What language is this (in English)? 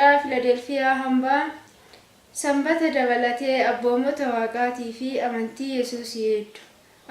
Oromo